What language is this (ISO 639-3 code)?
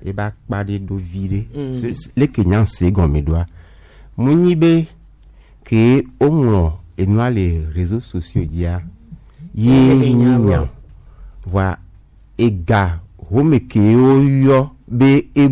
gej